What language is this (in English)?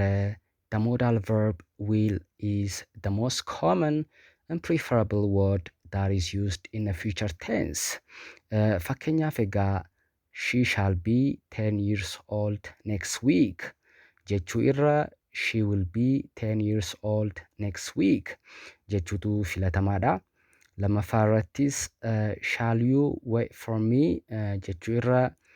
Oromo